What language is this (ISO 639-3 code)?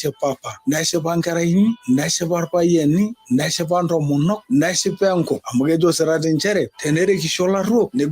mas